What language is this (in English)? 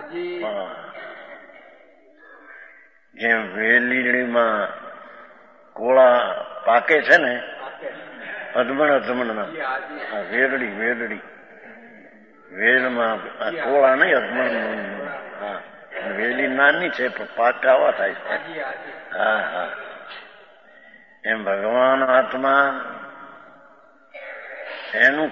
Gujarati